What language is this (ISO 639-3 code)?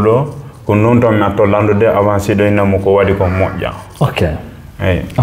ful